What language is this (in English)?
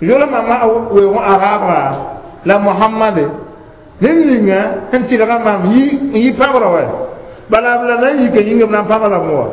Mossi